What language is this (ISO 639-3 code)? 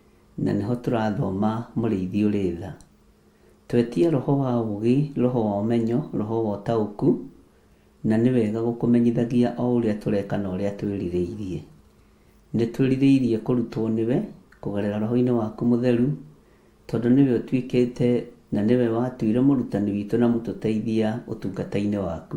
kik